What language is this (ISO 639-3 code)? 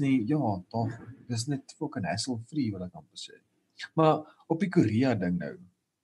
afr